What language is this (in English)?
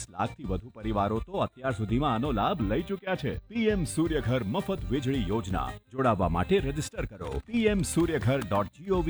Gujarati